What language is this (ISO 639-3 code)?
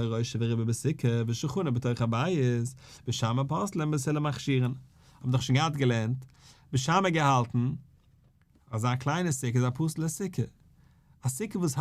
yid